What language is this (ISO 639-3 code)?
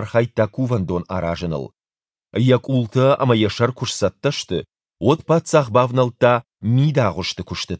oss